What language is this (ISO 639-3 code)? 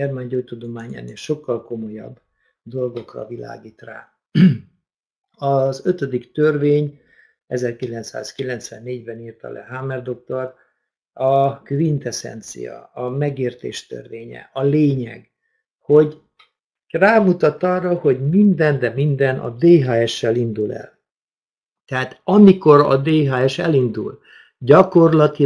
hun